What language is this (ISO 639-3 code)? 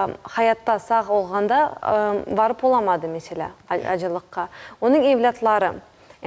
crh